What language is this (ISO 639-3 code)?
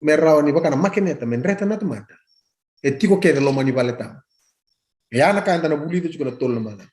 fij